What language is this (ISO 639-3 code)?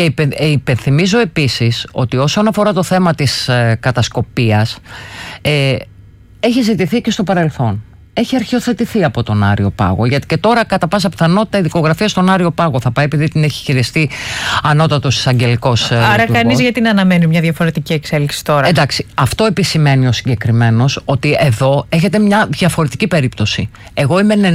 ell